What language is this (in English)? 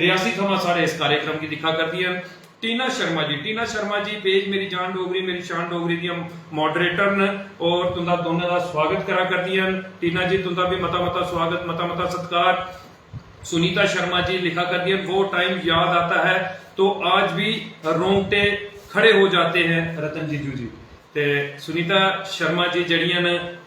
Dogri